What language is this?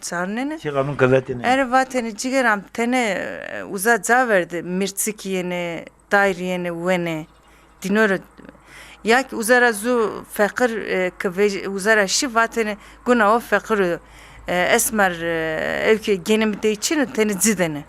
Zaza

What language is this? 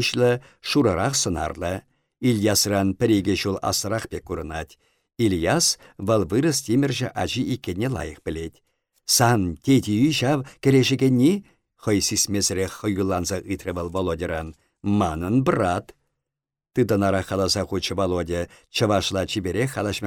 Chuvash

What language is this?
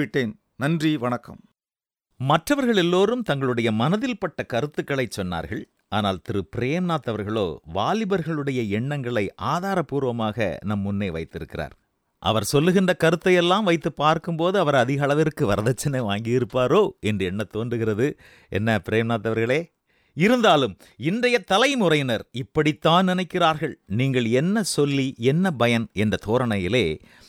Tamil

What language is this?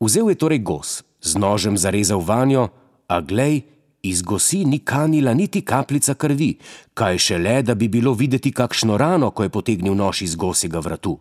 Slovenian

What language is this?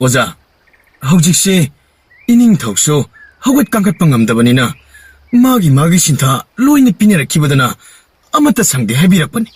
Manipuri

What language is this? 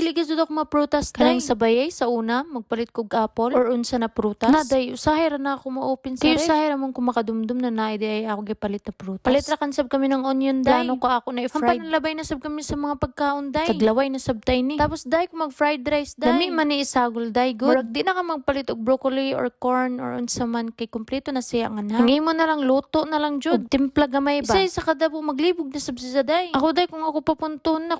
Cebuano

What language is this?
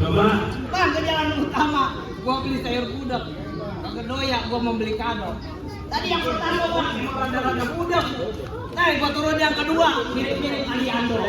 Betawi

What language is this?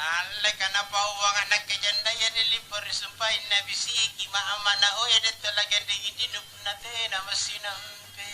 Makasar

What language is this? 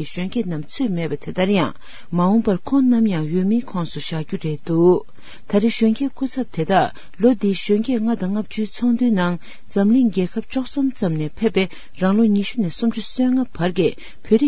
Tibetan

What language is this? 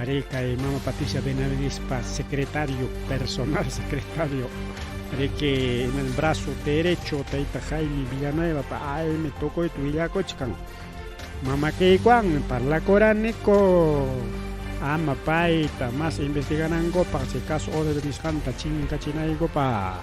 Ayacucho Quechua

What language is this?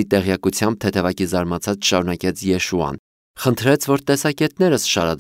Armenian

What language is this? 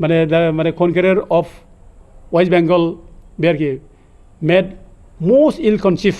Bodo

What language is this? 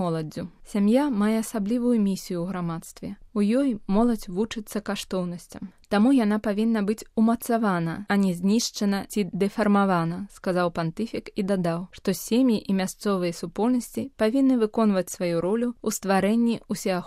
Belarusian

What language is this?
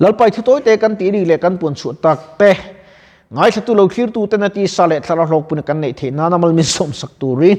Mizo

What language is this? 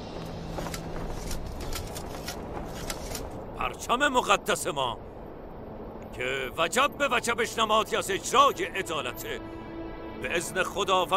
Persian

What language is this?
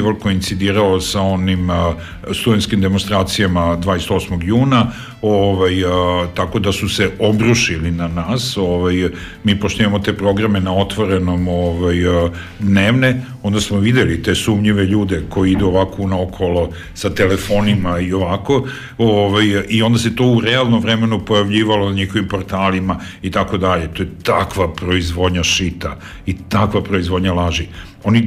Serbian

